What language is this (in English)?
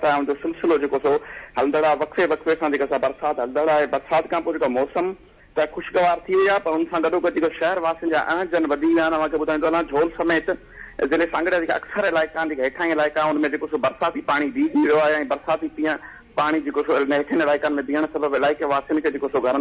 Sindhi